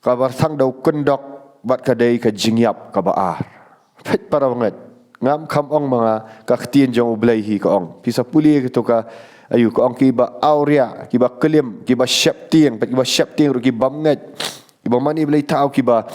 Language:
Khasi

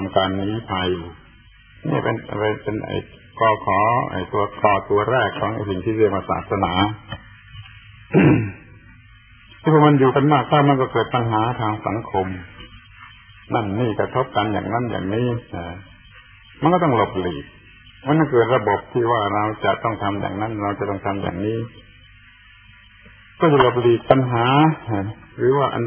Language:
Thai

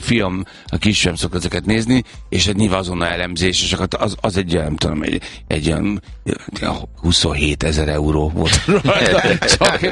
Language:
Hungarian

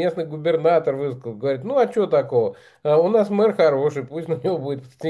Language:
Russian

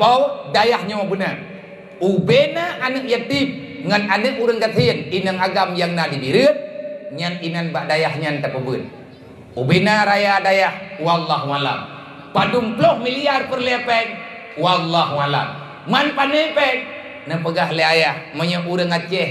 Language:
Achinese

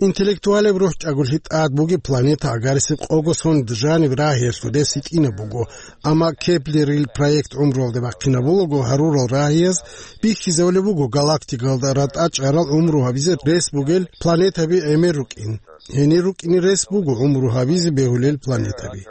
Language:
Avaric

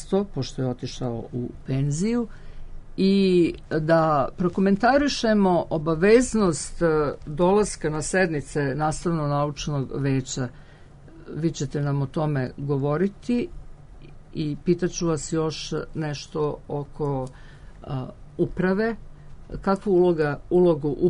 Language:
Serbian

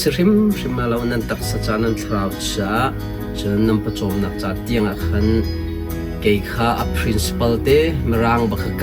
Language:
Hakha Chin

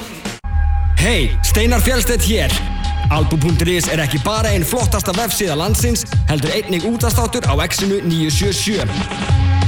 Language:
Icelandic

